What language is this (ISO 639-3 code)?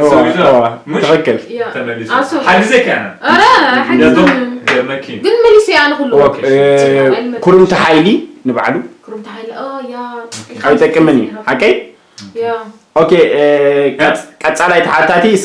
tir